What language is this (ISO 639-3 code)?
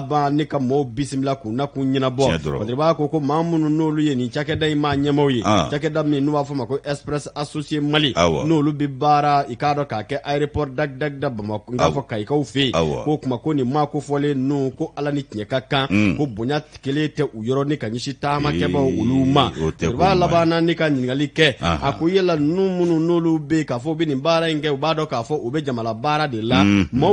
bam